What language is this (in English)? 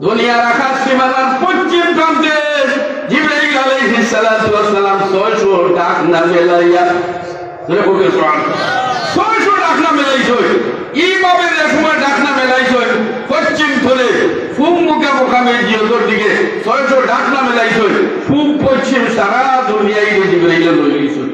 Sylheti